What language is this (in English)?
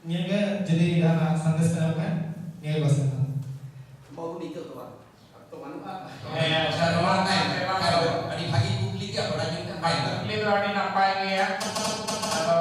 Santali